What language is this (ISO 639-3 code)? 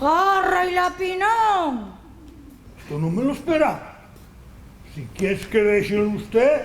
ast